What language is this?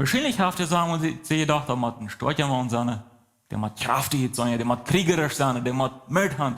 Plautdietsch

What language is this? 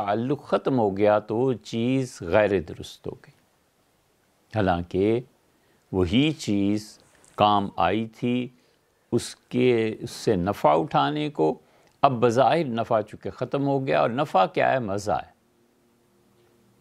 Urdu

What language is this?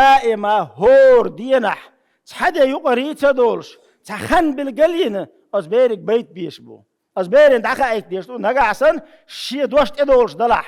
Chechen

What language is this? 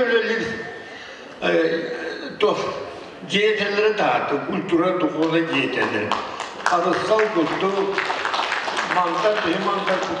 Yakut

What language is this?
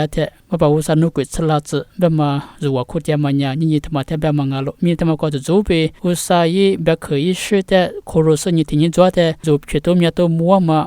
Lisu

